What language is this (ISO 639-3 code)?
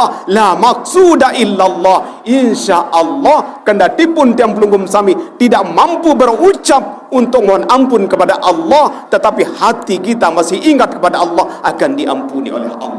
sas